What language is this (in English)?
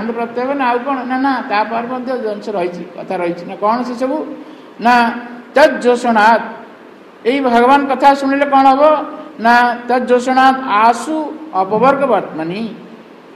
Odia